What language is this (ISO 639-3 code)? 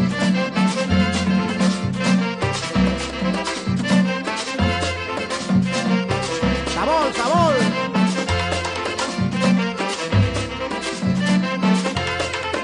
spa